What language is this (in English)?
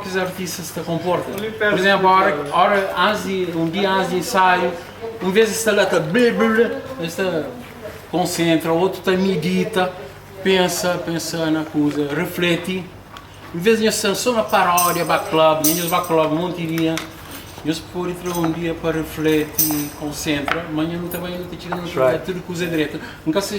Kabuverdianu